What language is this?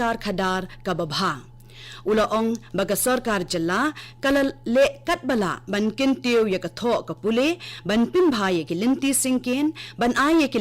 Khasi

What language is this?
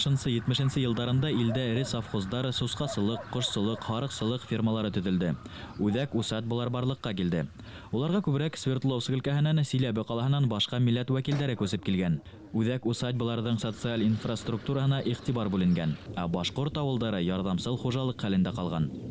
Bashkir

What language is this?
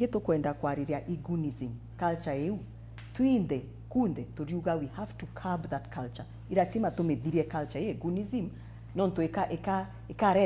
Meru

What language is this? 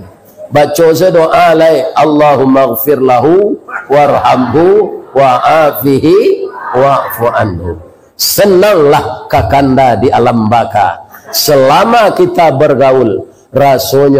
Minangkabau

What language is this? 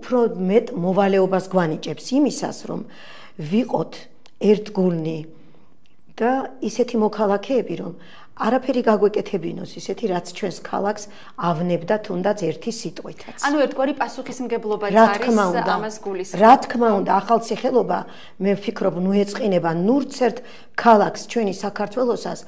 Georgian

